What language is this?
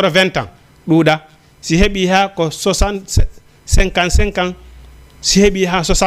Fula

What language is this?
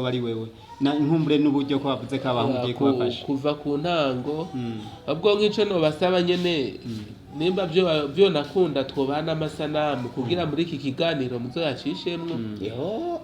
Rundi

